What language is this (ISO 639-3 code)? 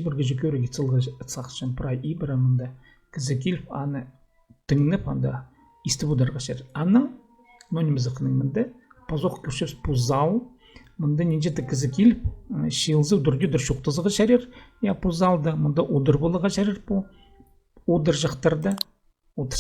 kjh